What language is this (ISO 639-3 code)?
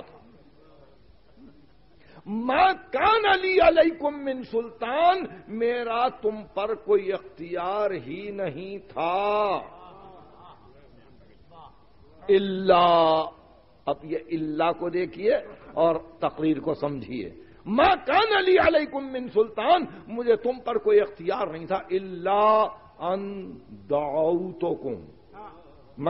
urd